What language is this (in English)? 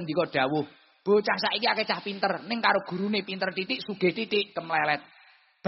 Javanese